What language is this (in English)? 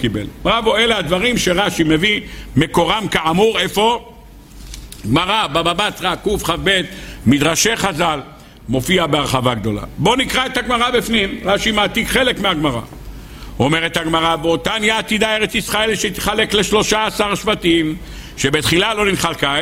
Hebrew